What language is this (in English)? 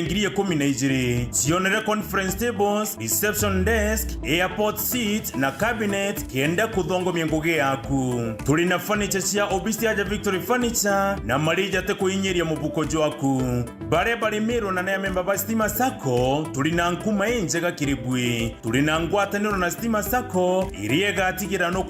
Meru